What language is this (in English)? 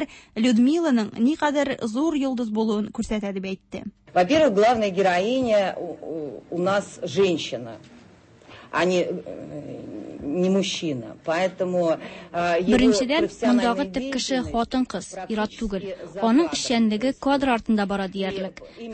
Tatar